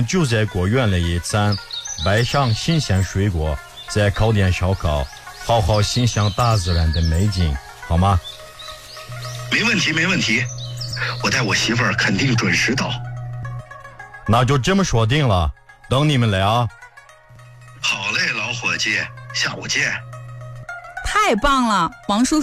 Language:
Chinese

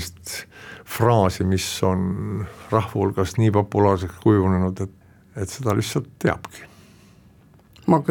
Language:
Estonian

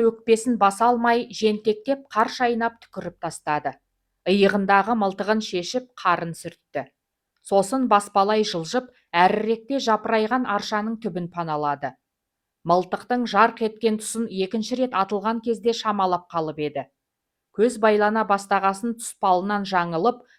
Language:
Kazakh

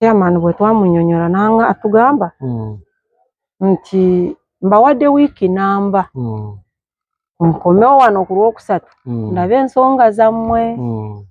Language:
Ganda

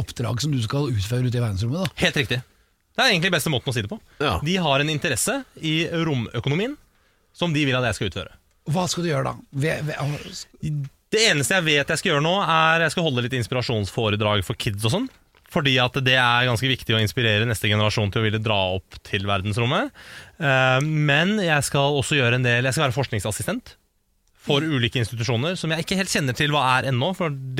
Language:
Norwegian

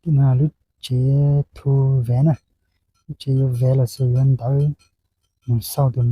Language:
Hmong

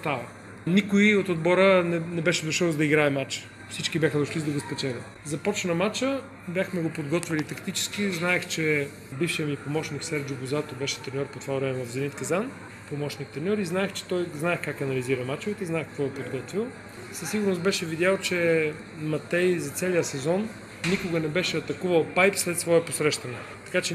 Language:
Bulgarian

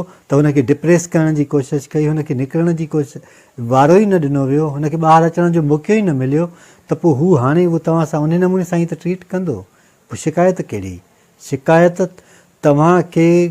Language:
Sindhi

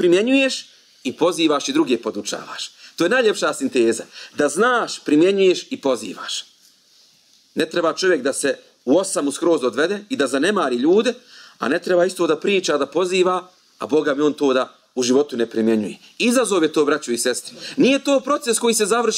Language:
Bosnian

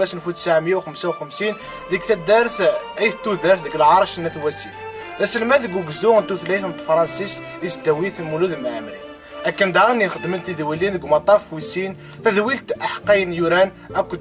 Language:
Kabyle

